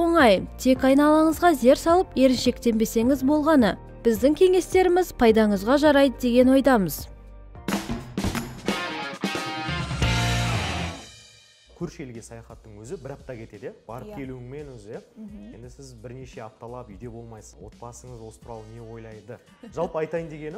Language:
Kazakh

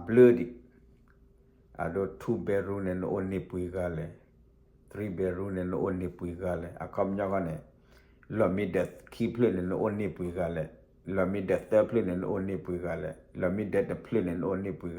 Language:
S'gaw Karen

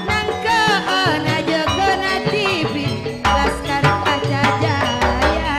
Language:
Madurese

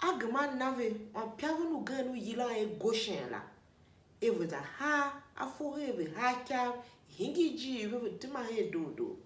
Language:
Tiv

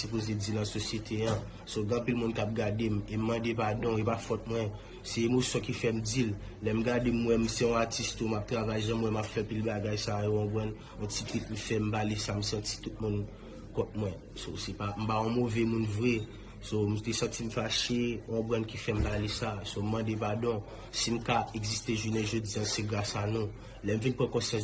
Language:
Haitian Creole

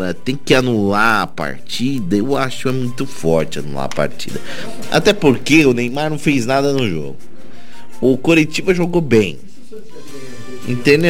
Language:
Portuguese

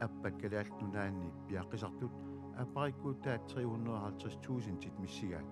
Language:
Kalaallisut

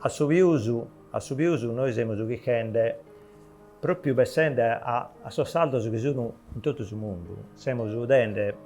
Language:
Sardinian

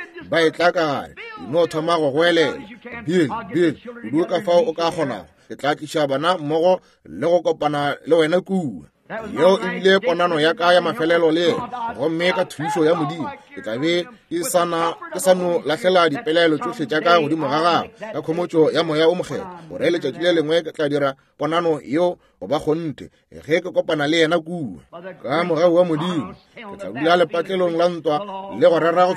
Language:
Northern Sotho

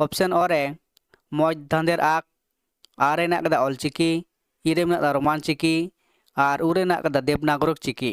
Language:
Santali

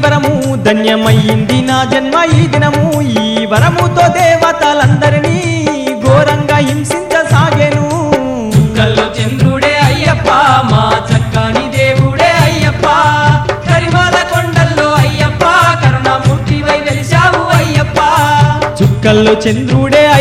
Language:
Telugu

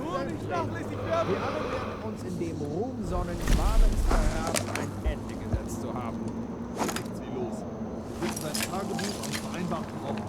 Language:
Bavarian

